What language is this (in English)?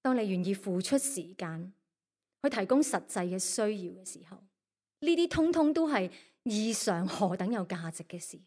Cantonese